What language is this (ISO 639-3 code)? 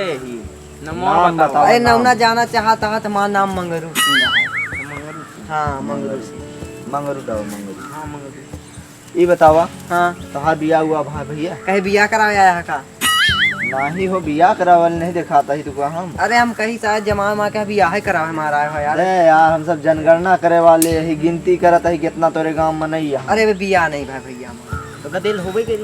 awa